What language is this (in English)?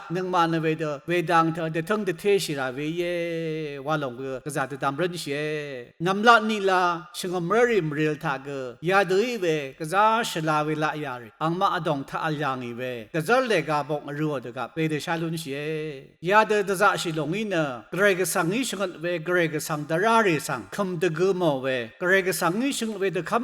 Rawang